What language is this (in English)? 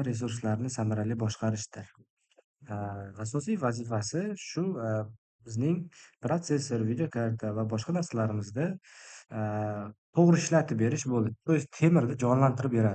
Uzbek